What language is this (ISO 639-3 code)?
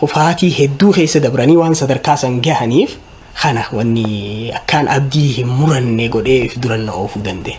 orm